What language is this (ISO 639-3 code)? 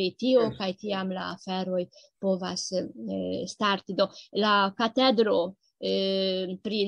epo